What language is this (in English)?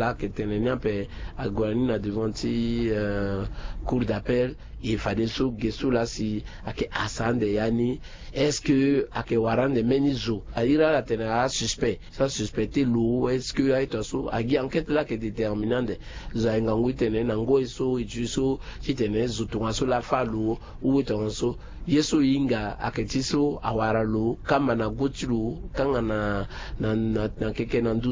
Sango